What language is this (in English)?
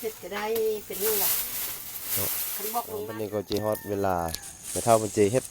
Northeastern Thai